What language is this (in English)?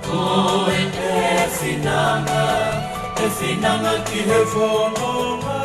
Tongan